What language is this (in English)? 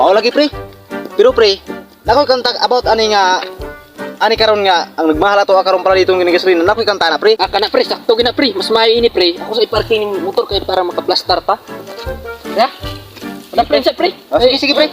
Cebuano